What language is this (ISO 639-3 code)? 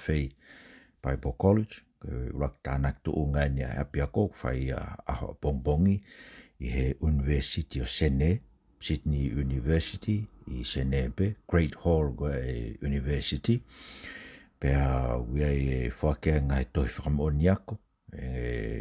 ton